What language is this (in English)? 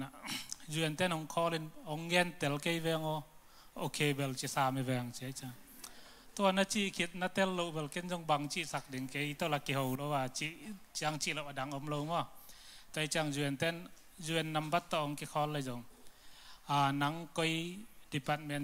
Tedim Chin